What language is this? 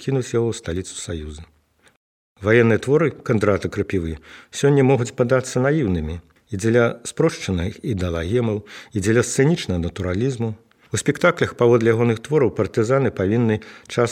Belarusian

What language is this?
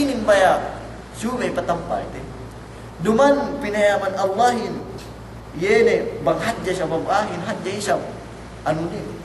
Yakan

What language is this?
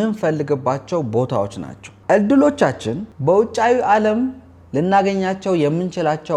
Amharic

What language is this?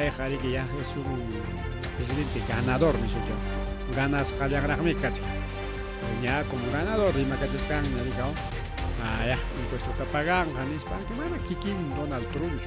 Ayacucho Quechua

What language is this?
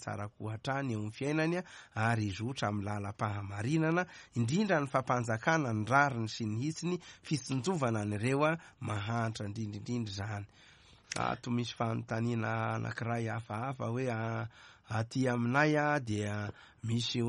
Malagasy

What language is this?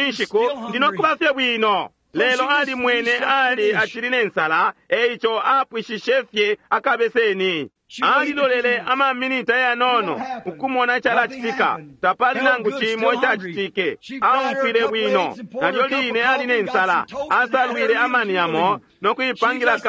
Bemba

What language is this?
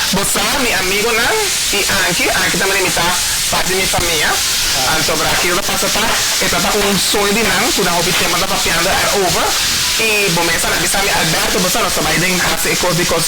Papiamento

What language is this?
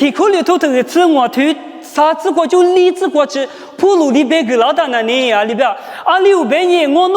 Lisu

